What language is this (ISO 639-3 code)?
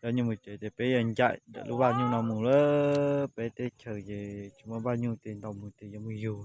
hmn